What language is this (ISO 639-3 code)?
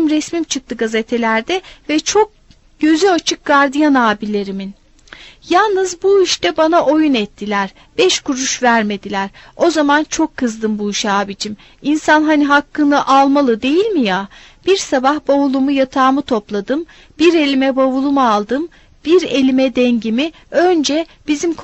tur